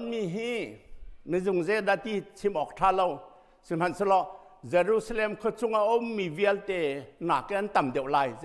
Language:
Hakha Chin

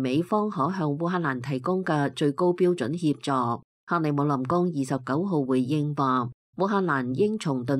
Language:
Cantonese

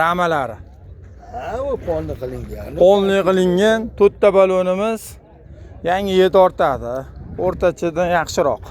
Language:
Uzbek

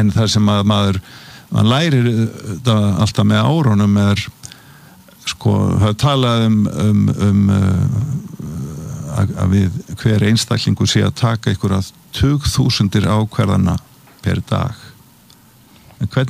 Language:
Icelandic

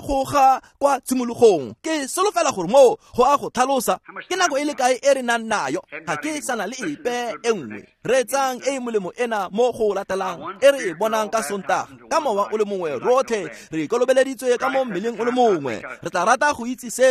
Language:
Tswana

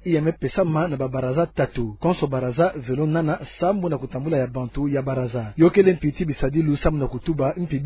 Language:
Kituba (Democratic Republic of Congo)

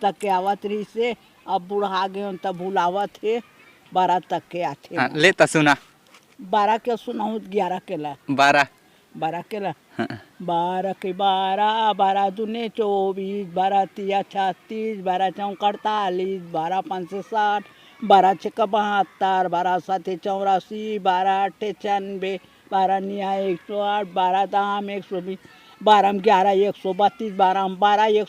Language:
Chhattisgarhi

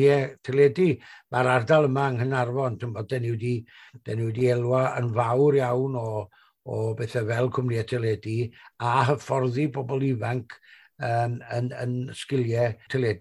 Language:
Welsh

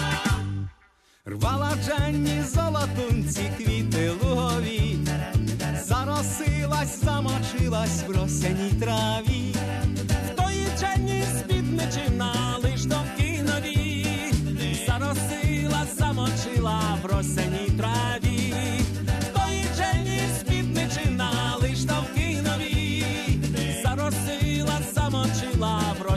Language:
Ukrainian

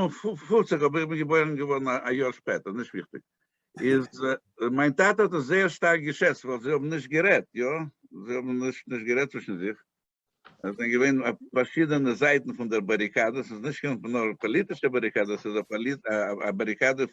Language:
Yiddish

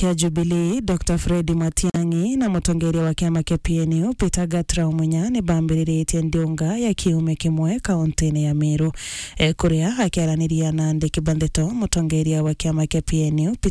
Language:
Meru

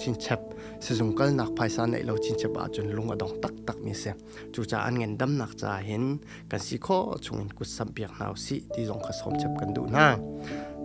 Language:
Hakha Chin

